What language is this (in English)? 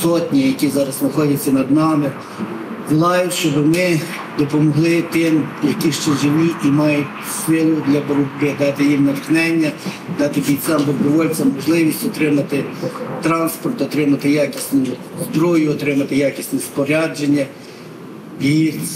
Ukrainian